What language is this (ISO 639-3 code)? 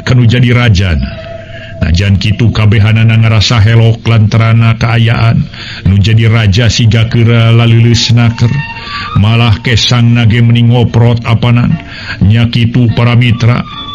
sun